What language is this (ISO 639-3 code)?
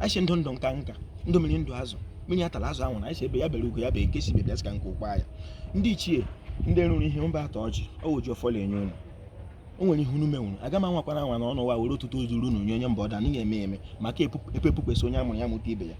ibo